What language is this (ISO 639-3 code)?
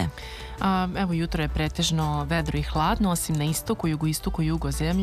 srp